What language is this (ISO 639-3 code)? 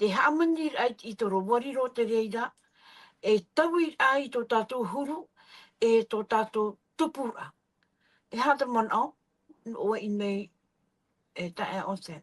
tah